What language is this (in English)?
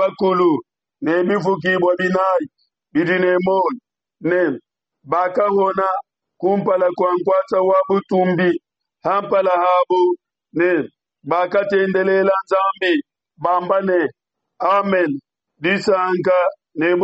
Luba-Lulua